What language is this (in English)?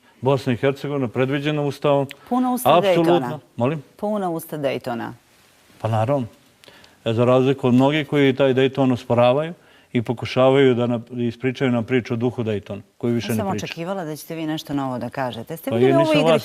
Bosnian